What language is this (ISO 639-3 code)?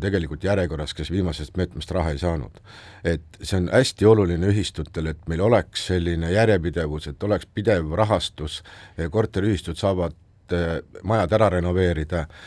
est